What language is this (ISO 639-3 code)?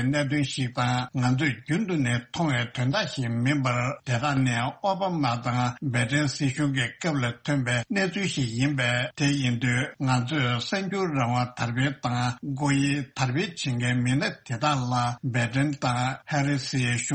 bod